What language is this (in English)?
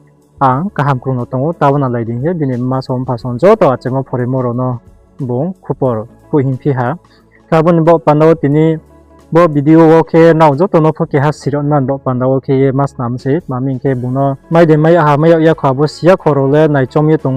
Riang (India)